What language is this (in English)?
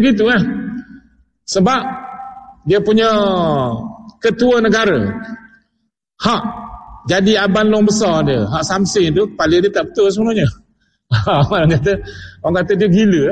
Malay